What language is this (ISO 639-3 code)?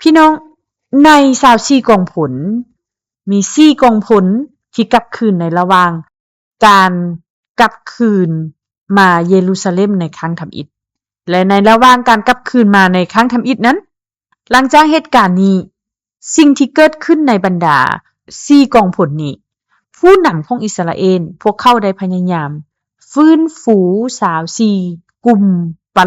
lao